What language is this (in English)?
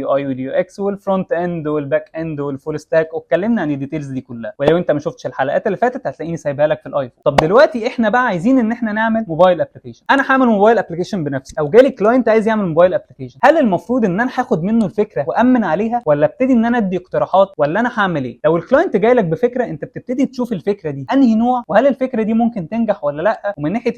Egyptian Arabic